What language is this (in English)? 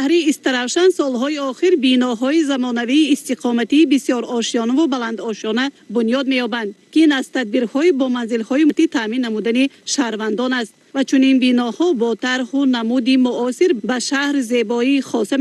Tajik